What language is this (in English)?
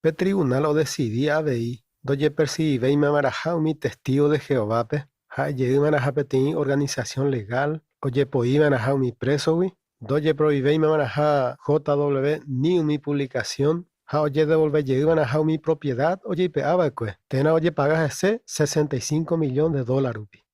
Guarani